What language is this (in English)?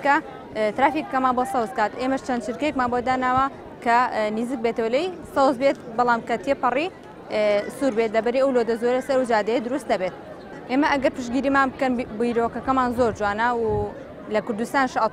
Central Kurdish